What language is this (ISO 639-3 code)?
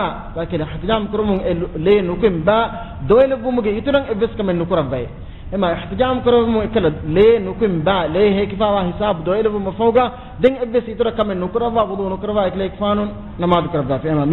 div